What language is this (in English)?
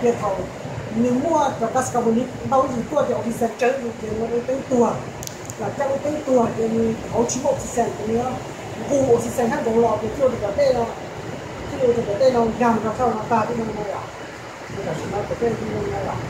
Hmong